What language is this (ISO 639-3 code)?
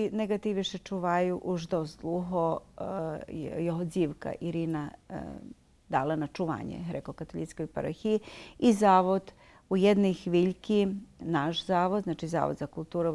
rue